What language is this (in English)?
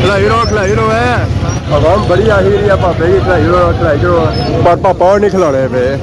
Pahari-Potwari